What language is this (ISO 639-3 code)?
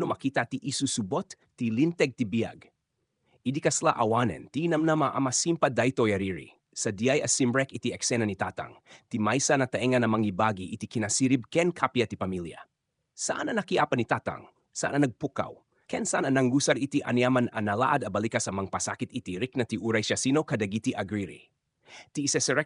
ilo